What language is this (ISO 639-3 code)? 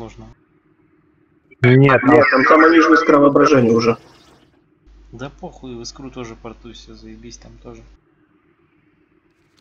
rus